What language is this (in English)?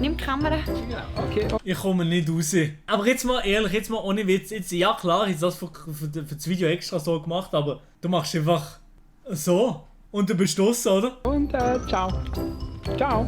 Swiss German